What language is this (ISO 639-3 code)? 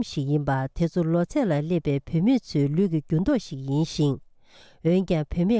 bod